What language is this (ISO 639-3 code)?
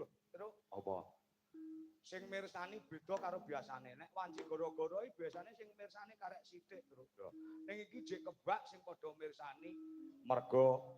jav